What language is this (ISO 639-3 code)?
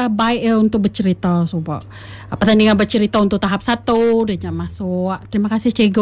iba